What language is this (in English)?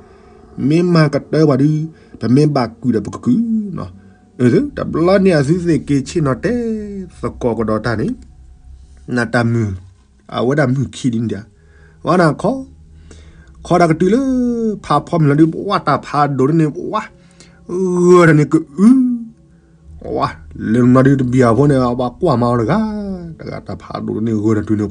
S'gaw Karen